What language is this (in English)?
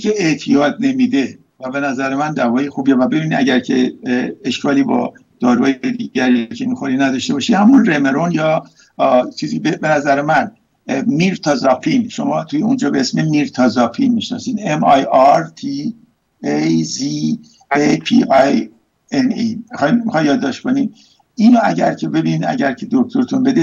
Persian